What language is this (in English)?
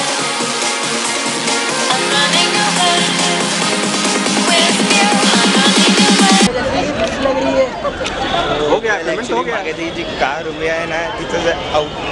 Marathi